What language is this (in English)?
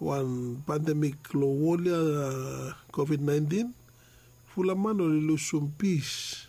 Bislama